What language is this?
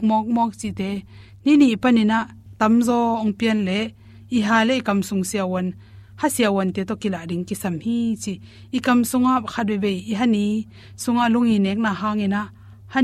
Tedim Chin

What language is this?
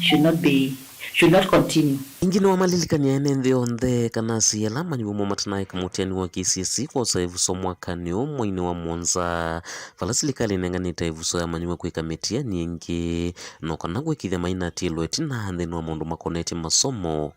Kamba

